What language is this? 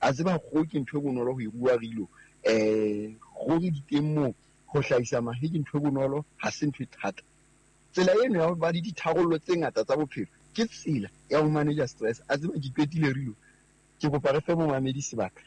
Southern Sotho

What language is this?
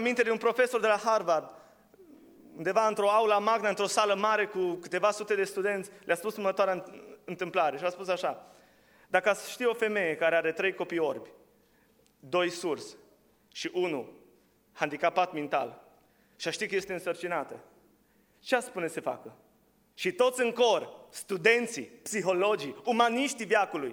Romanian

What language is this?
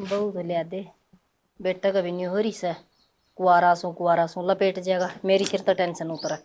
Haryanvi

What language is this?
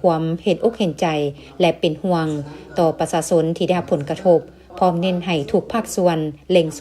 Lao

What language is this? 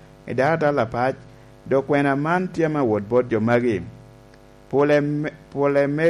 Lango (Uganda)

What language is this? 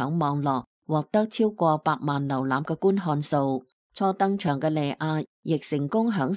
Cantonese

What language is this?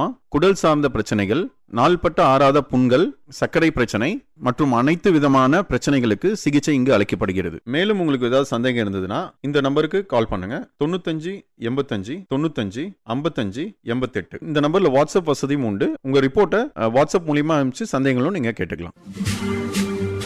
Tamil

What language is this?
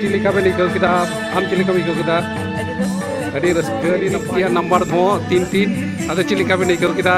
Santali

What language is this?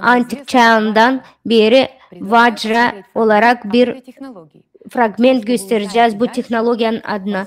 Gagauz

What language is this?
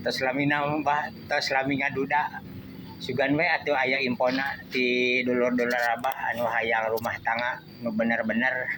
Sundanese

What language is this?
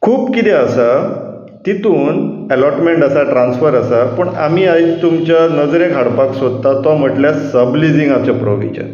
Konkani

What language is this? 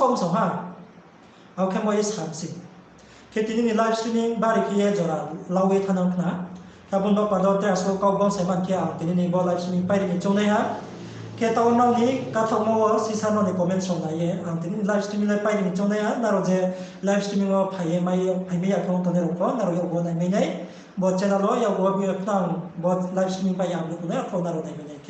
Riang (India)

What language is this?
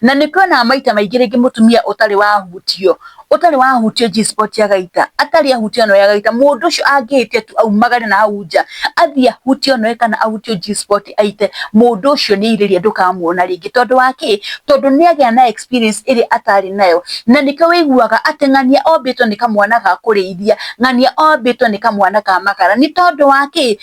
Kikuyu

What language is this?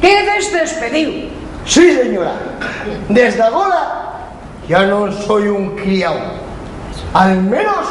Asturian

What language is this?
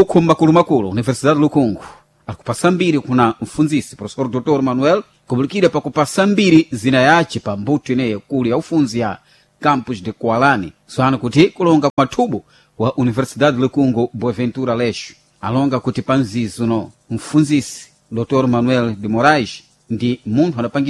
Sena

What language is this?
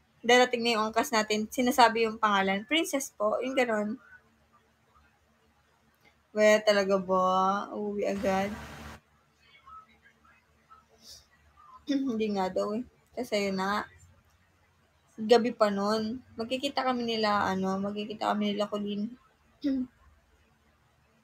Filipino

